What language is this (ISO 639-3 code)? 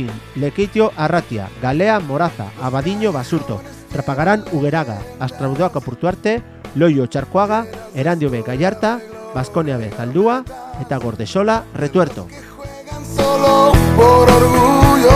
eus